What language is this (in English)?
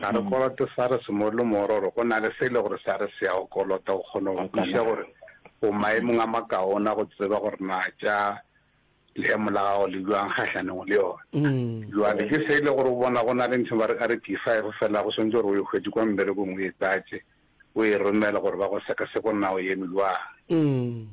Northern Sotho